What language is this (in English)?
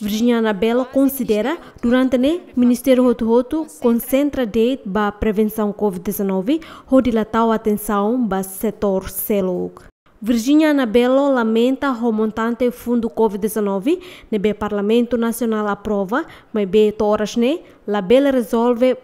Tetum